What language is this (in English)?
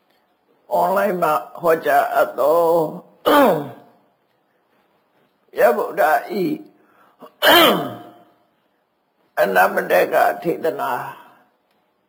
Burmese